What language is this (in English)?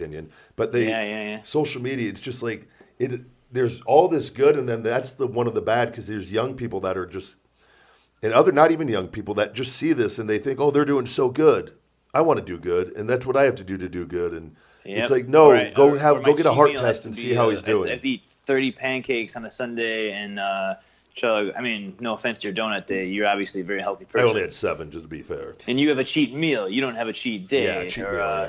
English